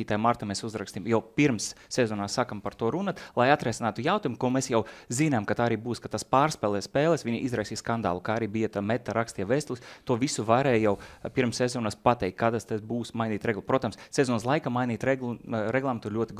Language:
Latvian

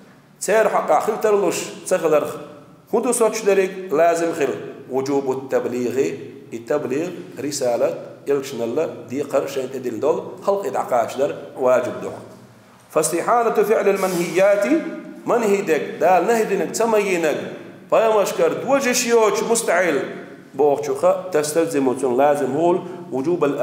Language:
Chechen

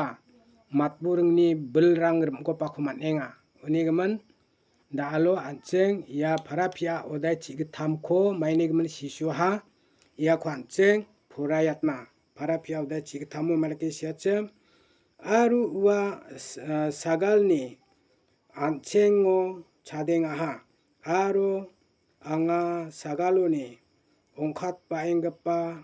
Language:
Garo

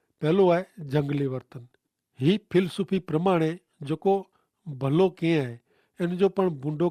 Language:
Kachhi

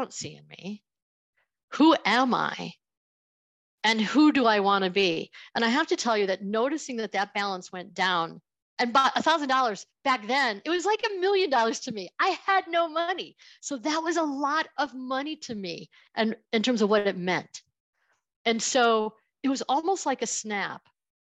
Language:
English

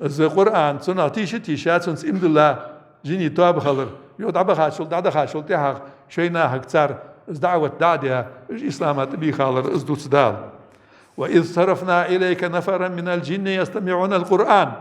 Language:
Ingush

